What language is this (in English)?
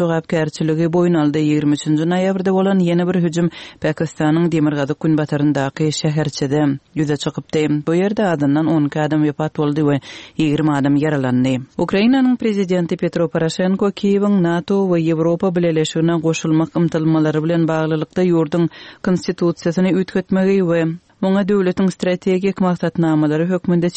Turkmen